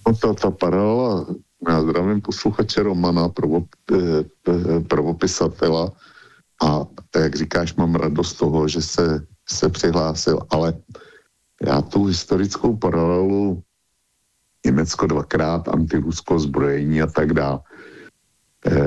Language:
Czech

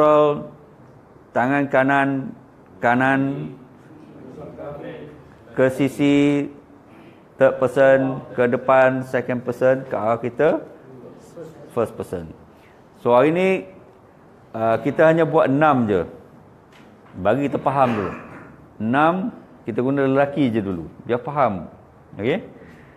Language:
Malay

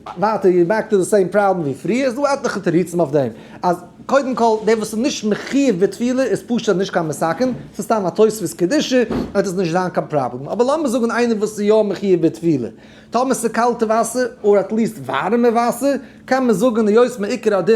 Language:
Yiddish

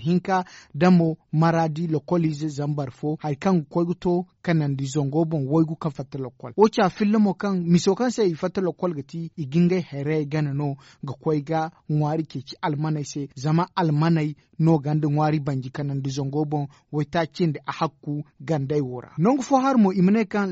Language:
Zarma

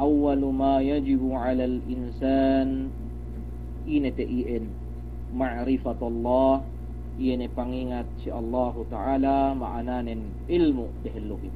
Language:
Yakan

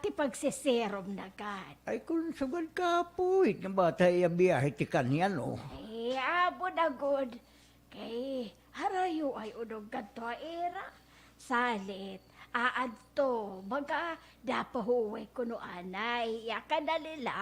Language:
Waray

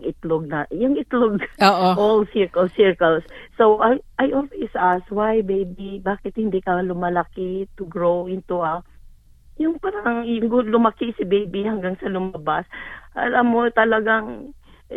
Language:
Filipino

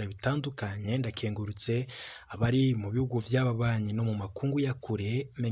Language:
Rundi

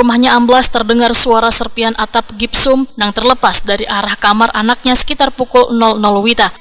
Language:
Banjar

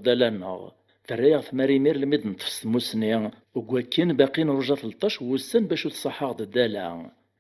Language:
Kabyle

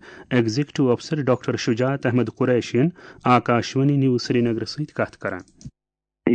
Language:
Kashmiri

